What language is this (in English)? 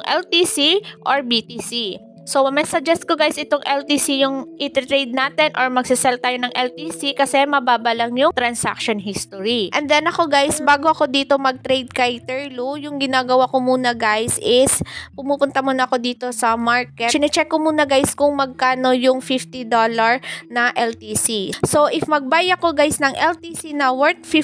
Filipino